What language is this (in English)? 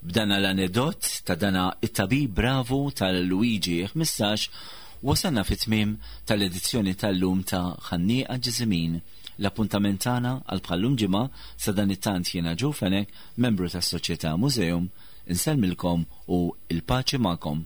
Maltese